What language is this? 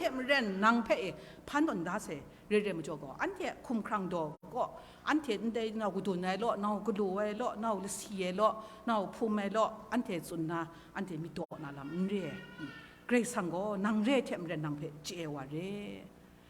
Kachin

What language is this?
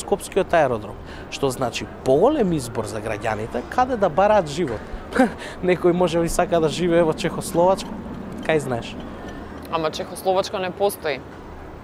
Macedonian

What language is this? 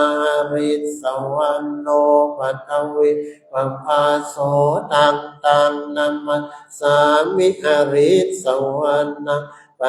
Pali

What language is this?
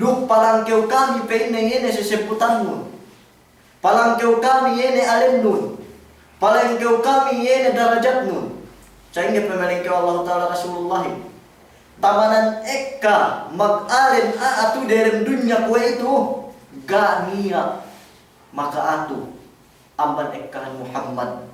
Yakan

